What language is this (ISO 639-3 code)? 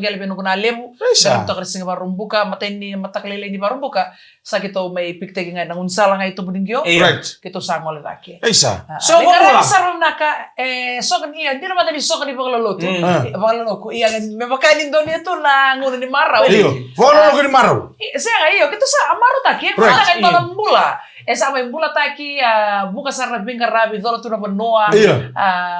fij